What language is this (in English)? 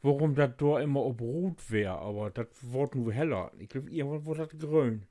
Low German